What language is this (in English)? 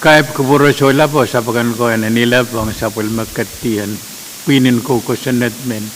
Pohnpeian